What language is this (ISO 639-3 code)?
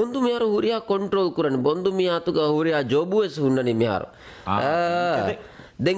div